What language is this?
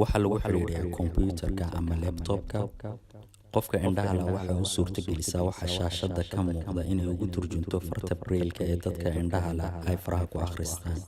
Somali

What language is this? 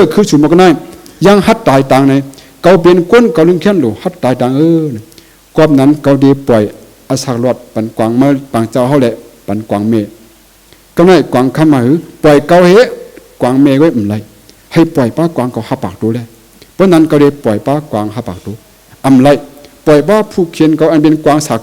Shan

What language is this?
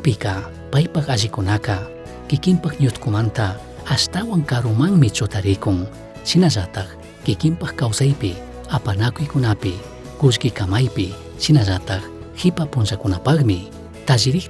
Chimborazo Highland Quichua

